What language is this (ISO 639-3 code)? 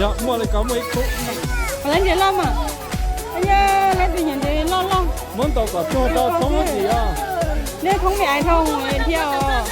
hmn